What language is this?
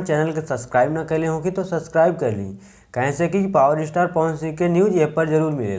Bhojpuri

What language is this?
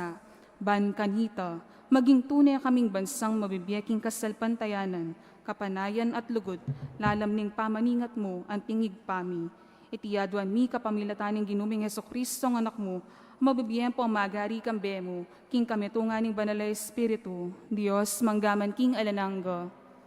Pampanga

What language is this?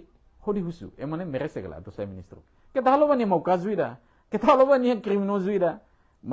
Tetum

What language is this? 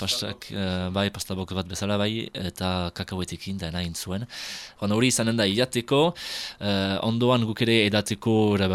Basque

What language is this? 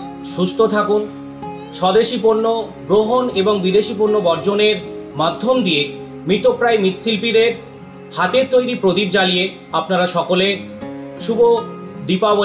Bangla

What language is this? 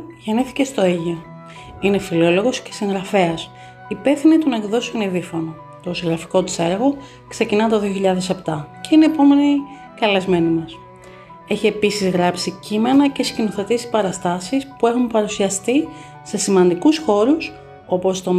Greek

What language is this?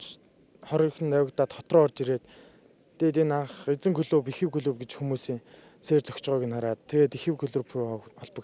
Mongolian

